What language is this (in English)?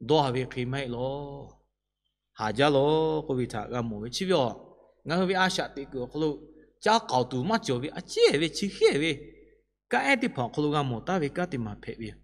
Lahu